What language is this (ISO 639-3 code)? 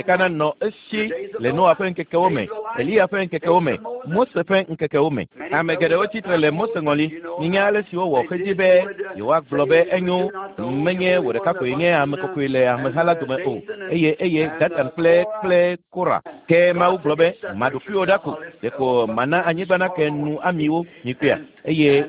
ewe